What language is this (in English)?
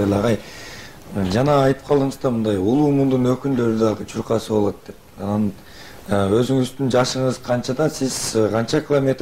Kyrgyz